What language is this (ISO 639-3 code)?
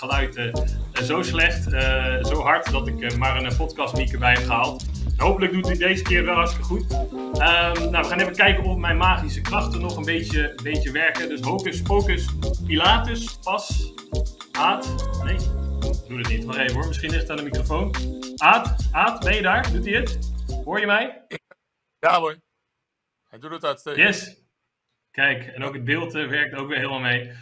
nld